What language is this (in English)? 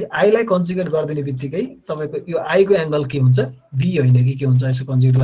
Nepali